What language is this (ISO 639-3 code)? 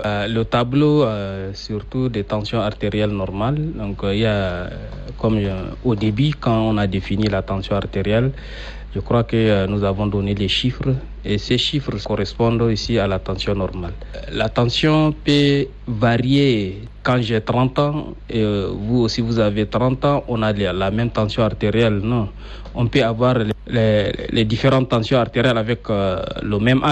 fra